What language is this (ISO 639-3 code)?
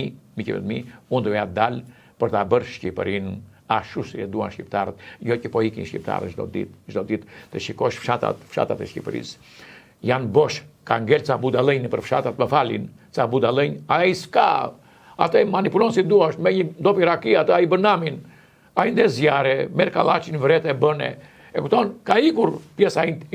sqi